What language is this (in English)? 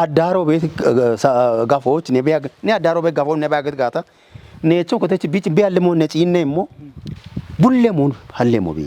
Kafa